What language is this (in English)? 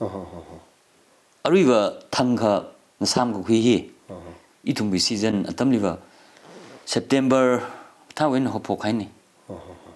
Tangkhul Naga (India)